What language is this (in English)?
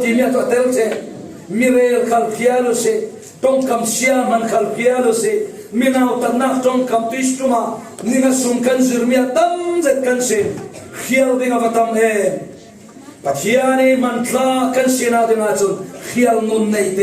Falam Chin